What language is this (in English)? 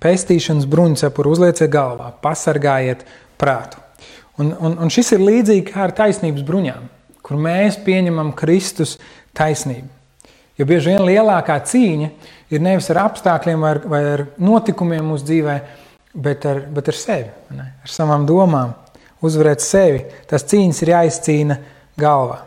Latvian